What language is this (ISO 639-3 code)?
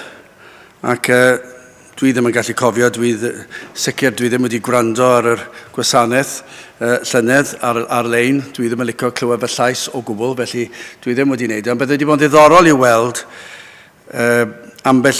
cym